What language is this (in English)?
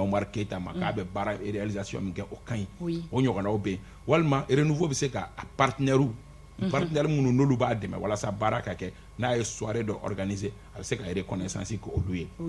Bambara